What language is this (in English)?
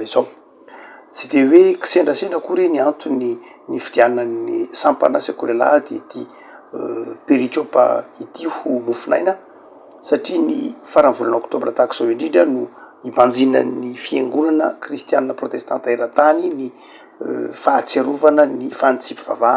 Malagasy